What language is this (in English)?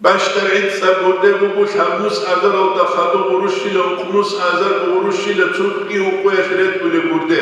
Avaric